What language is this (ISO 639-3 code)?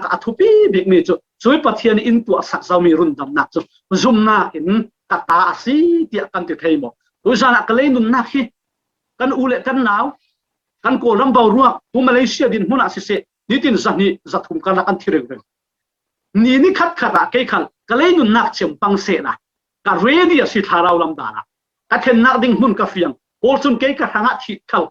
cfm